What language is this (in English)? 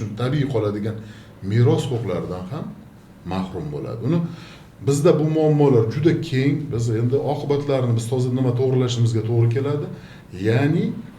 Uzbek